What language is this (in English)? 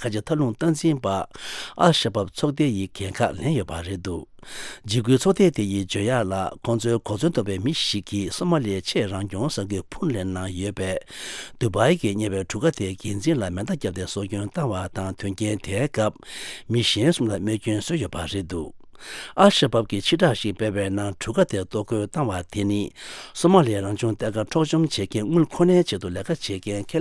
Tibetan